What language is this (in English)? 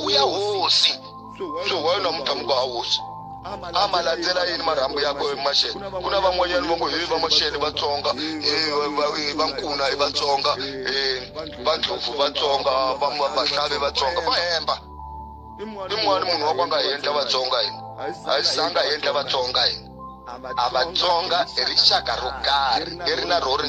Tsonga